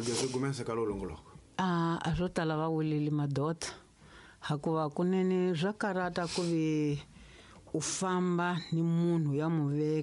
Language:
Tsonga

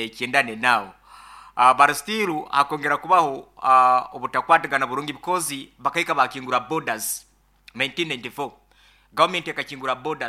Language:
Nyankole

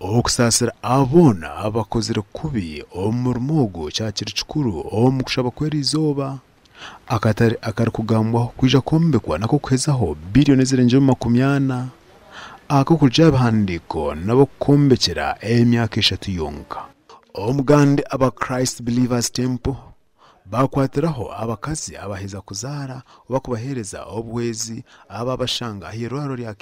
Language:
Nyankole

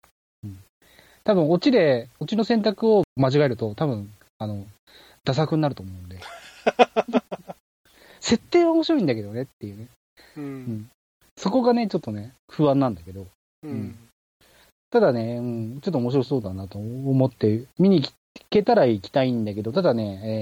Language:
Japanese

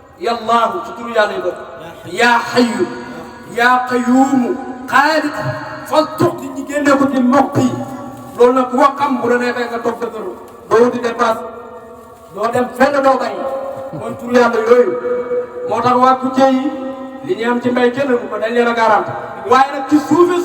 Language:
Wolof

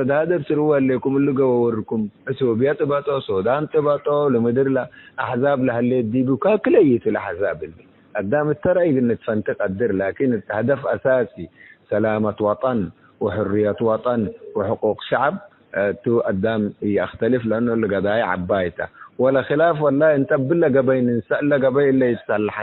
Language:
Tigre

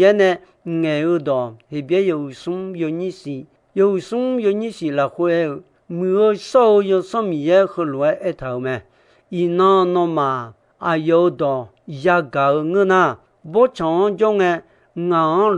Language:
Akha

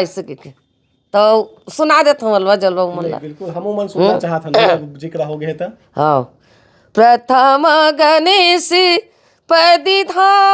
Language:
Chhattisgarhi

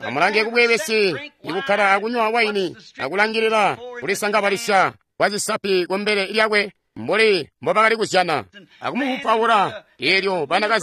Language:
Tonga (Zambia)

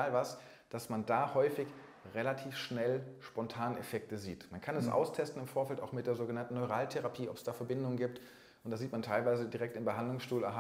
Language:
German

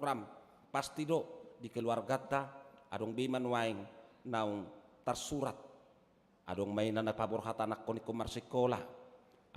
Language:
Batak Toba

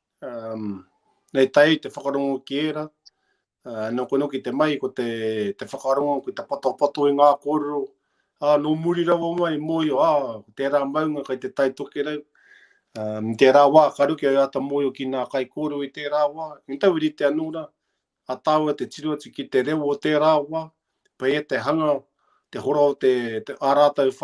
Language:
Māori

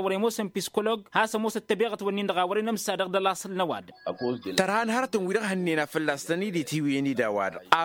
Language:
Tamasheq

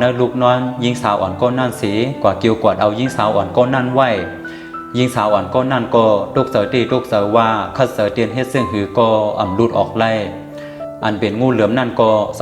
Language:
Shan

